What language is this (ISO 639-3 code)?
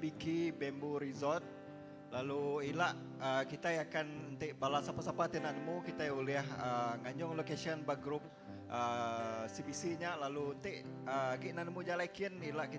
iba